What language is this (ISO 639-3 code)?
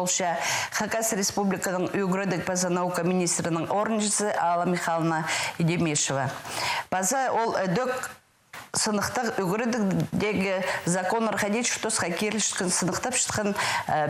kjh